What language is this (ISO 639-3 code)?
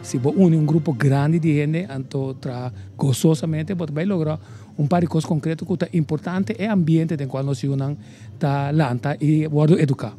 pap